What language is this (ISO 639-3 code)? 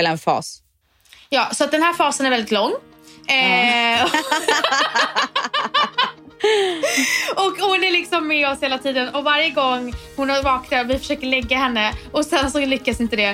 swe